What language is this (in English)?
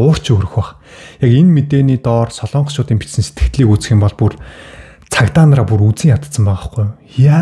Mongolian